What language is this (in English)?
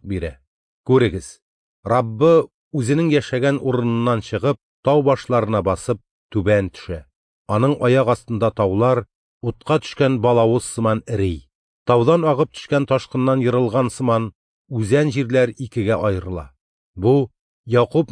Tatar